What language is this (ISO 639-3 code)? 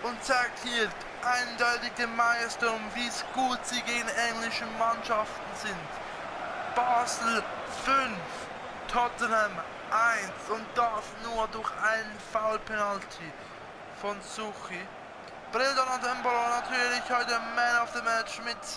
gsw